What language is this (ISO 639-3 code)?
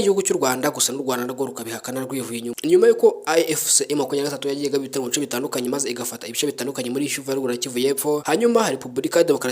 kin